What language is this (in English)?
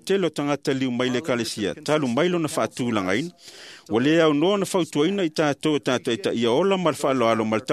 Samoan